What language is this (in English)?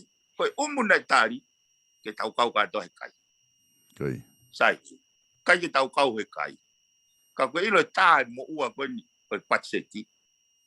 Tongan